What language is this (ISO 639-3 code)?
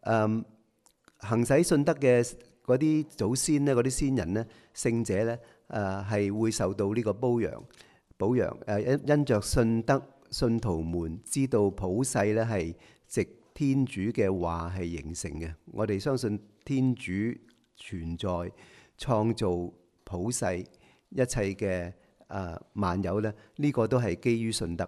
yue